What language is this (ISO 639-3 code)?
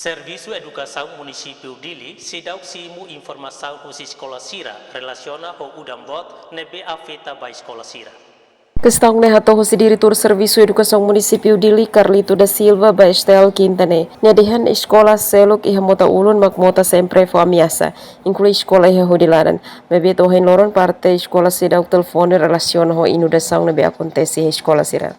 tet